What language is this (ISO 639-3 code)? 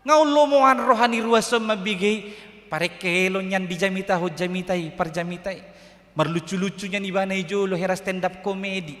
bbc